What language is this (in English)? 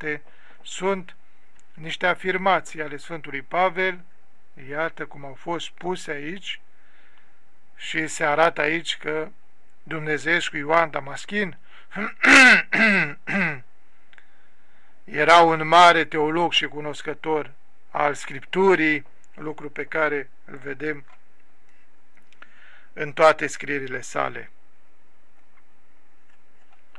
Romanian